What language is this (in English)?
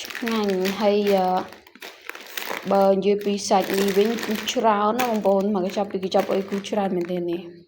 Khmer